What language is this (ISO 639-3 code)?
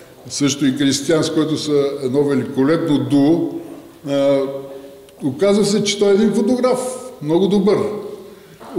bul